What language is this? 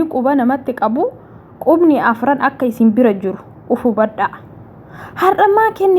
Oromo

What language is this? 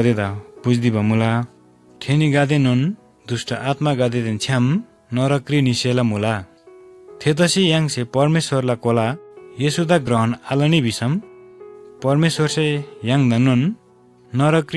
Eastern Tamang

